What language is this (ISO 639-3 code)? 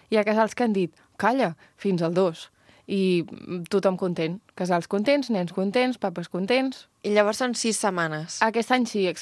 cat